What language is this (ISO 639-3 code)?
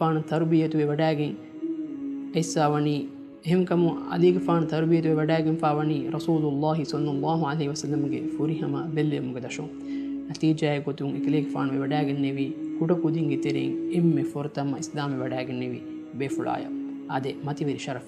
div